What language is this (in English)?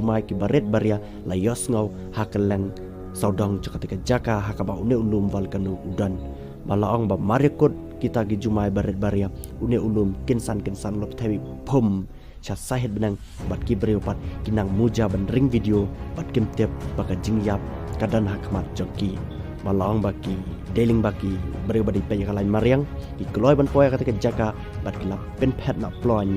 Khasi